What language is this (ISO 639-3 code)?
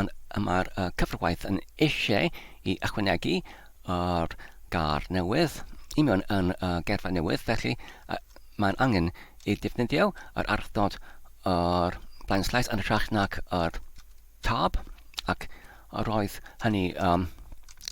cym